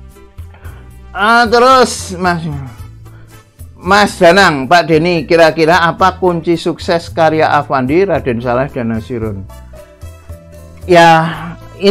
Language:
Indonesian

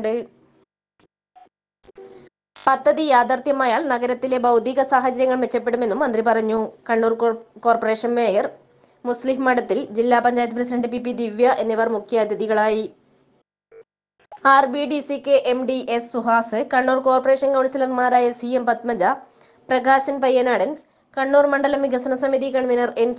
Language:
Malayalam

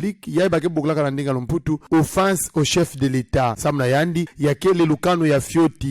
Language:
Kituba (Democratic Republic of Congo)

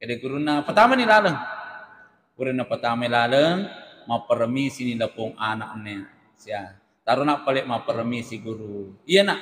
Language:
Buginese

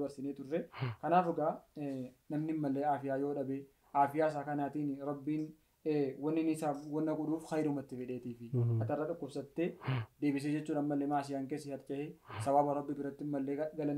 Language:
Oromo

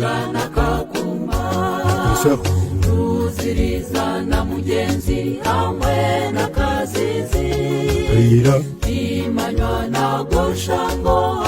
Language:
Nyankole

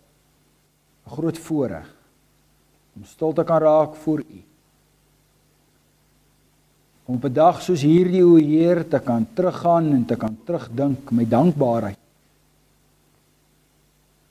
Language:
Afrikaans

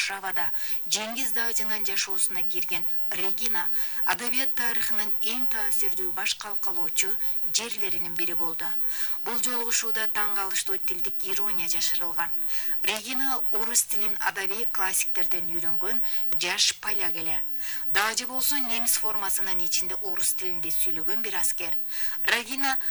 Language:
Kyrgyz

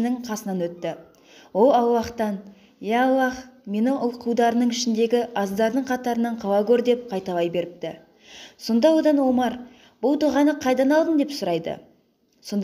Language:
Kazakh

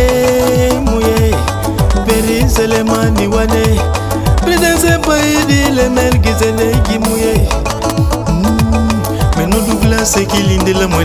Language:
Swahili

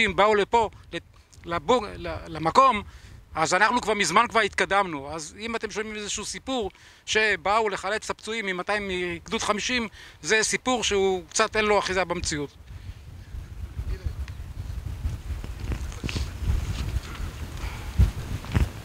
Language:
Hebrew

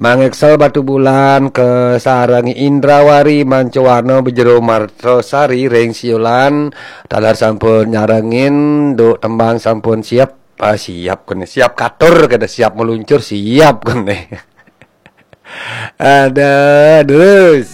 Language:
Balinese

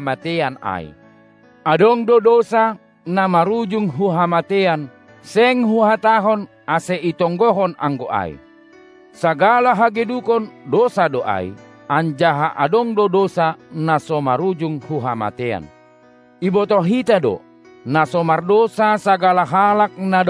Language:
Batak Simalungun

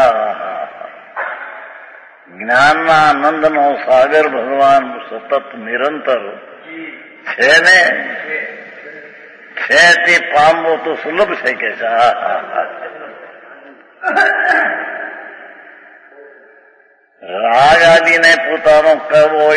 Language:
Gujarati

